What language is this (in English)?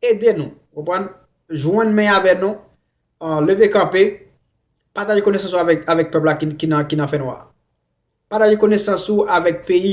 Haitian Creole